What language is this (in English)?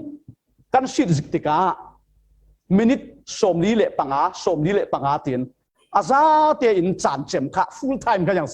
Falam Chin